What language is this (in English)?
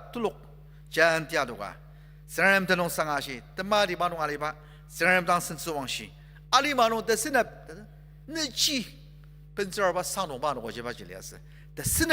Ao Naga